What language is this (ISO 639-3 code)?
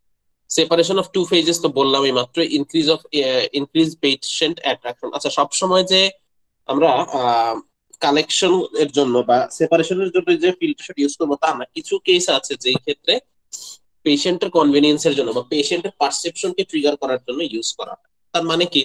ben